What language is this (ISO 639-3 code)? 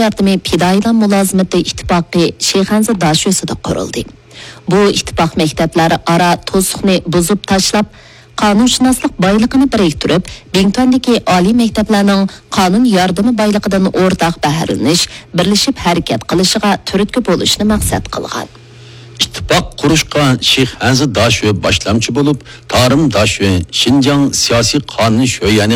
uig